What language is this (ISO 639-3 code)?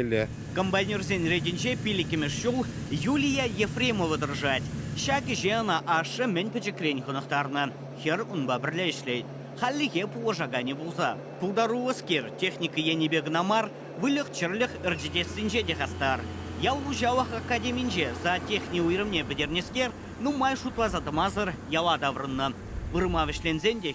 chv